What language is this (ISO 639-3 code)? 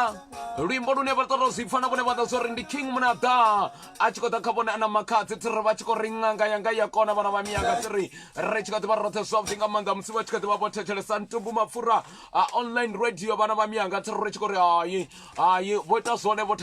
ven